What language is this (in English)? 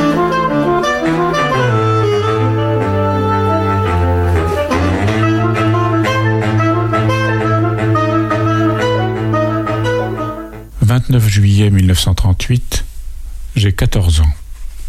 French